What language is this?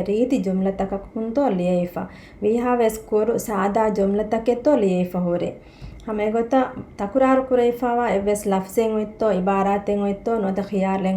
Divehi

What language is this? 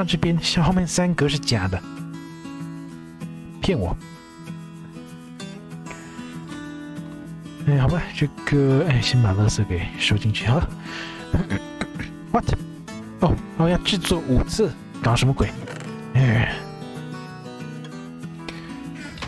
Chinese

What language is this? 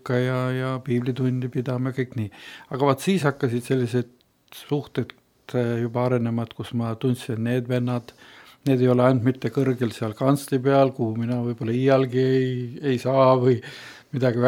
Estonian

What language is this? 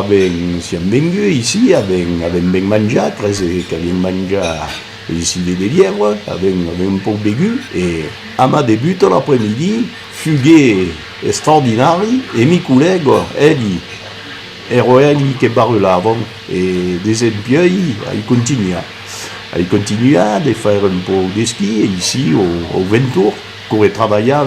Occitan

